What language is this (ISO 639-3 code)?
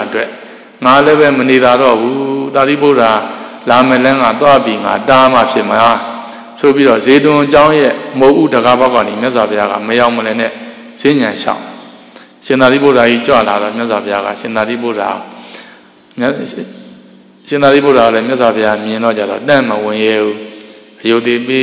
mya